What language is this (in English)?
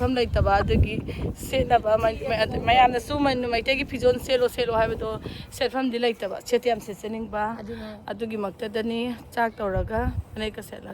Manipuri